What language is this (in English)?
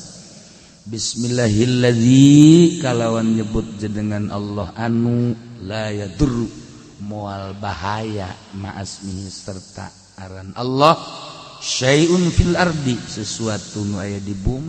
Sundanese